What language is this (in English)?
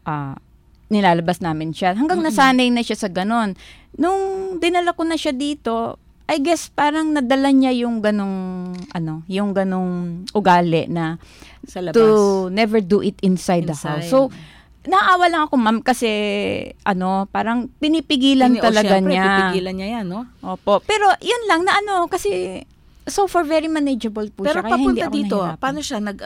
Filipino